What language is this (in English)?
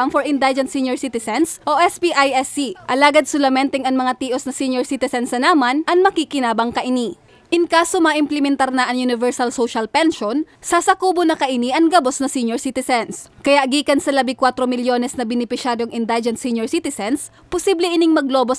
Bikol